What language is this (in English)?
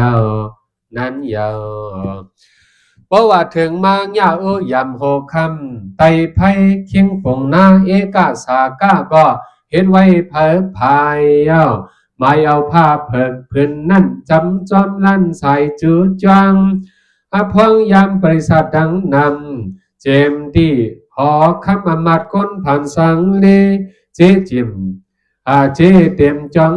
Shan